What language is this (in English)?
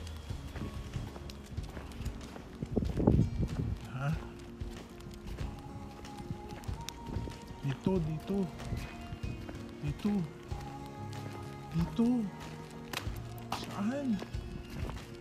Filipino